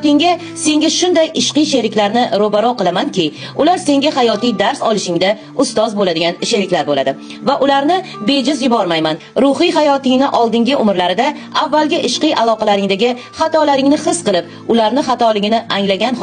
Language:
Uzbek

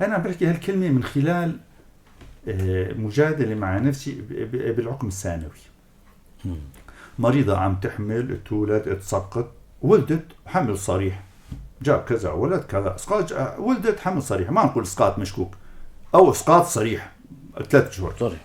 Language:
North Levantine Arabic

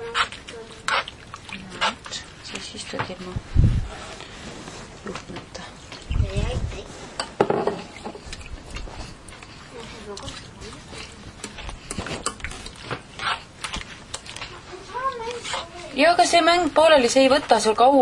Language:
Estonian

